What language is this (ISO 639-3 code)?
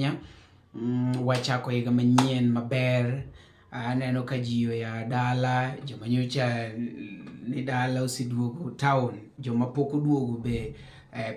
luo